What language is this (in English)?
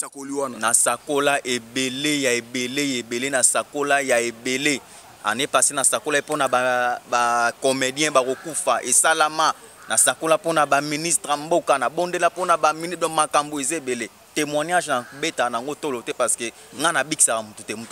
Lingala